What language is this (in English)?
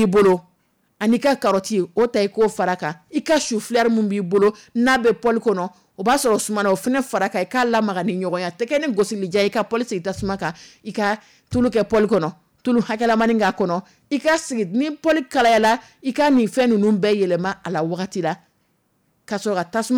Dyula